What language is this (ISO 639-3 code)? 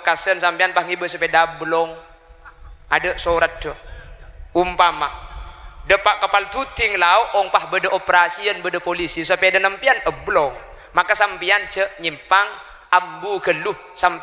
mad